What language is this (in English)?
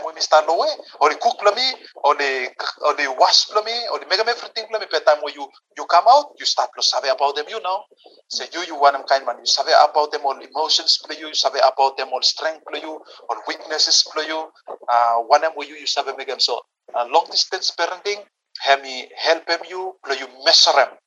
Bislama